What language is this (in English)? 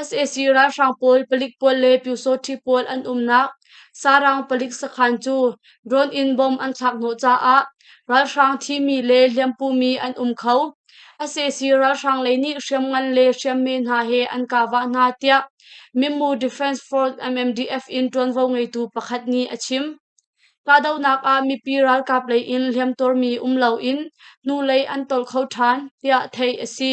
Hakha Chin